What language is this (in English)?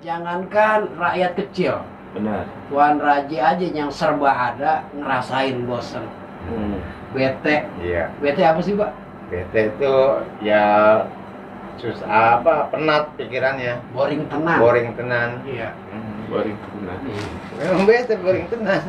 Betawi